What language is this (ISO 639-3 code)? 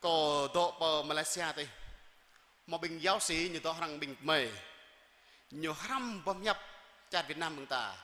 jra